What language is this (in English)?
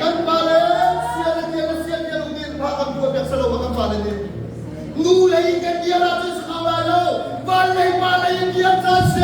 Hakha Chin